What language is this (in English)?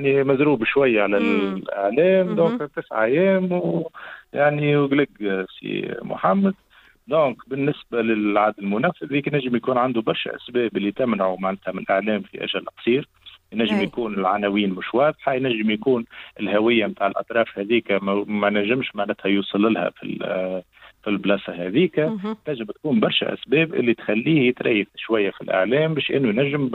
Tunisian Arabic